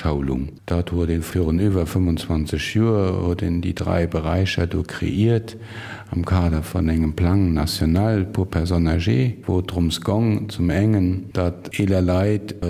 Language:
Luxembourgish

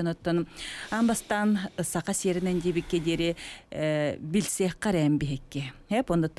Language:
Yakut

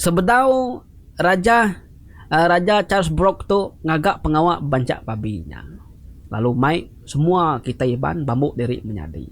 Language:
Iban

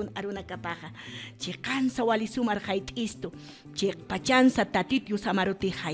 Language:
Aymara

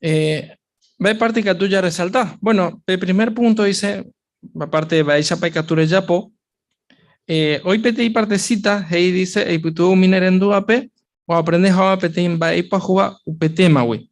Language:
Guarani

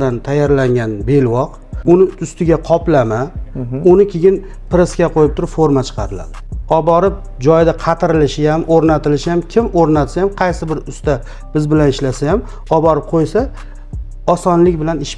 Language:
Uzbek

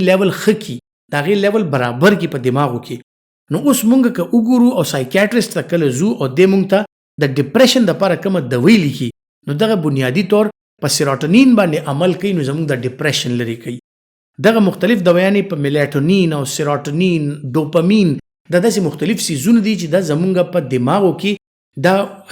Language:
Pashto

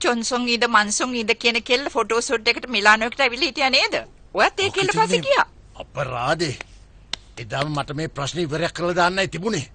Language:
Sinhala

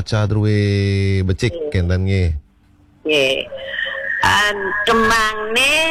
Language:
Balinese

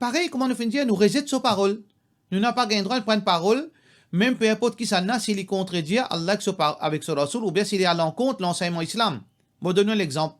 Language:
Morisyen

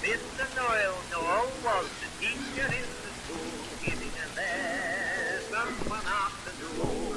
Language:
South Azerbaijani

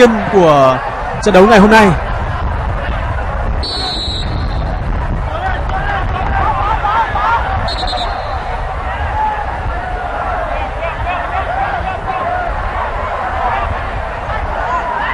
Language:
Vietnamese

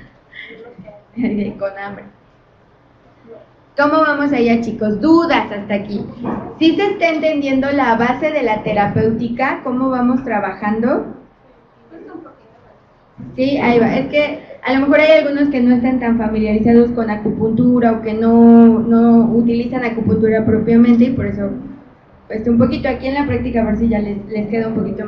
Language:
Spanish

